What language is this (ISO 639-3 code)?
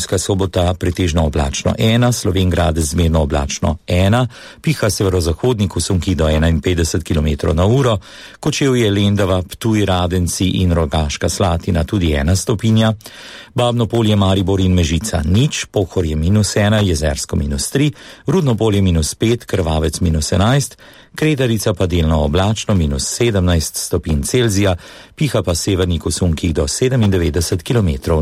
slv